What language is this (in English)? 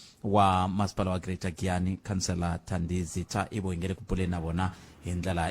Tsonga